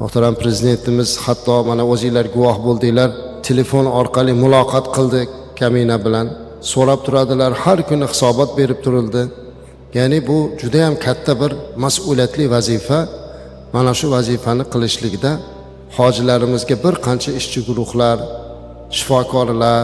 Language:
Uzbek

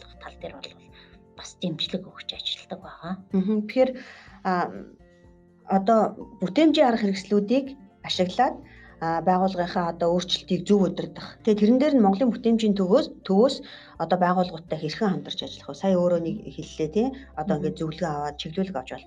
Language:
Mongolian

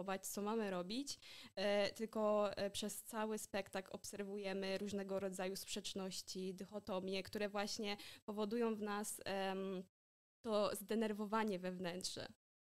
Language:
Polish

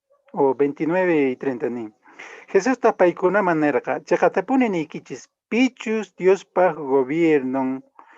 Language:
Quechua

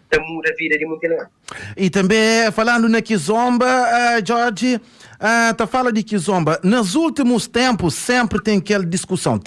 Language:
Kabuverdianu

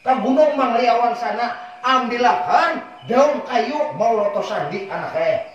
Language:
Banjar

